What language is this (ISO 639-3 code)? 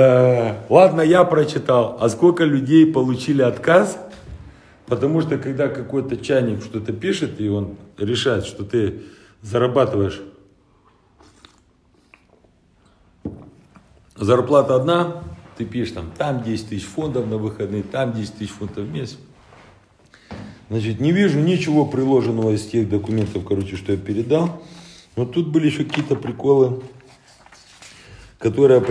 rus